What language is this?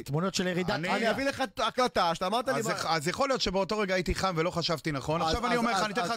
Hebrew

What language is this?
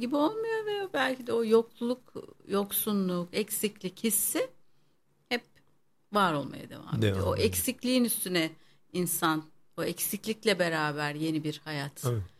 Turkish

